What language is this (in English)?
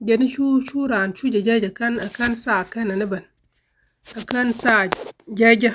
Nuer